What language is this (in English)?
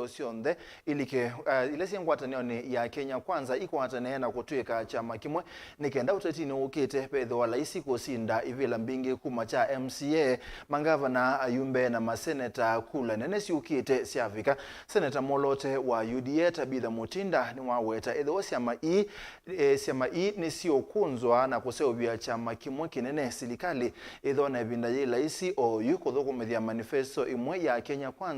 Kamba